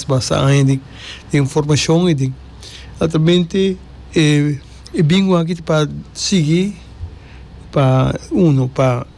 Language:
Papiamento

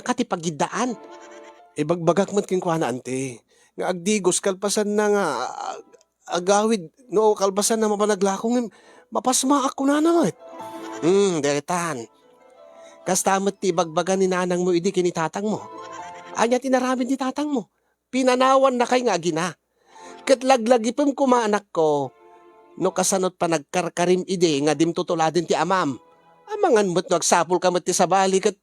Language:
Iloko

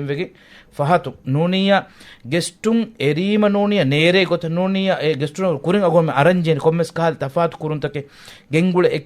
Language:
Divehi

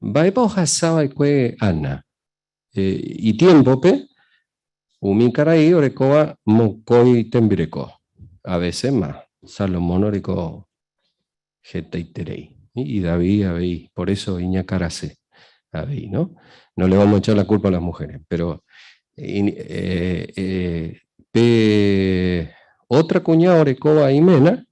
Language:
Guarani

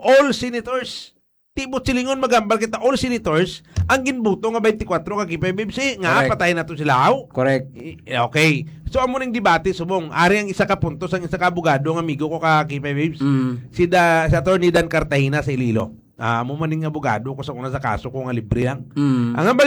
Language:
Hiligaynon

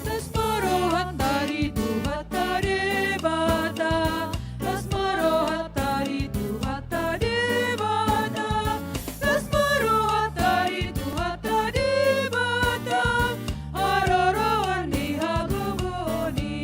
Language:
Batak Toba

